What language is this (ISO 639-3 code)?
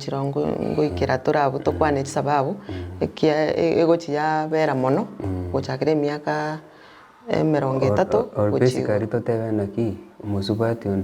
guz